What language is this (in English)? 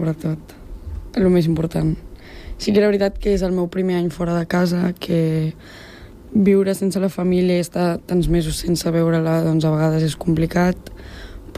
Catalan